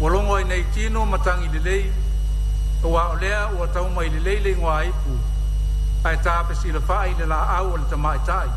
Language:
Samoan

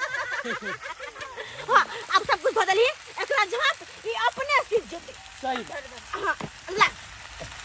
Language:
Maithili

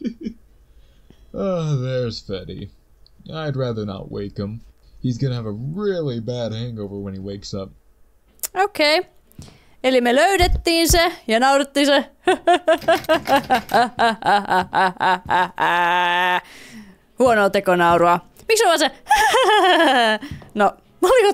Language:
Finnish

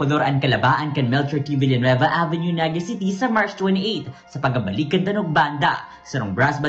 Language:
Bikol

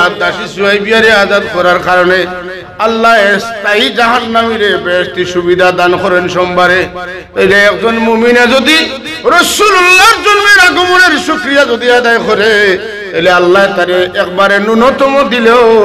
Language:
Sylheti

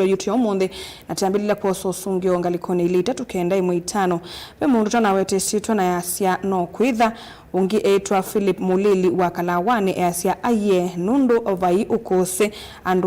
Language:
Kamba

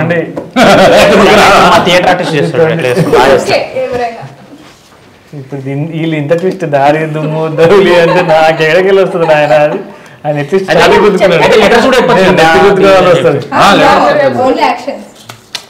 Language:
Telugu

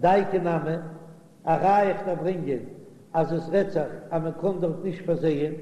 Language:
Yiddish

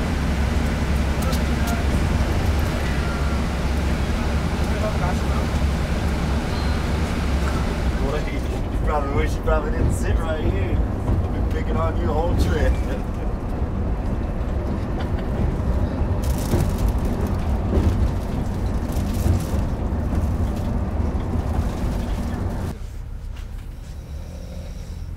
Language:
English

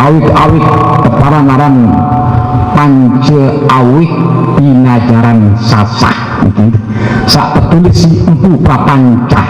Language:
Sasak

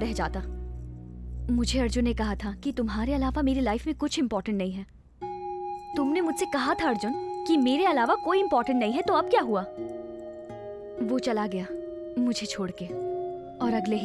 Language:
Hindi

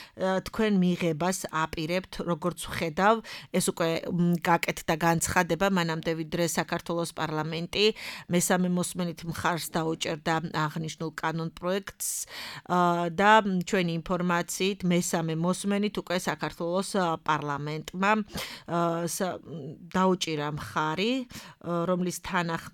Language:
Georgian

